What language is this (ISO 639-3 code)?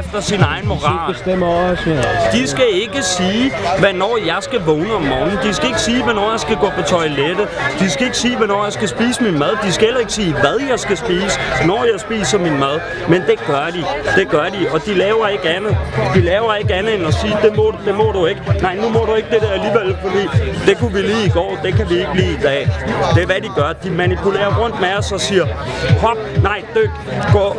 dan